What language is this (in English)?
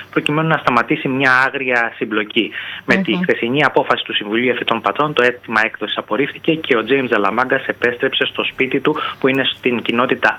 Greek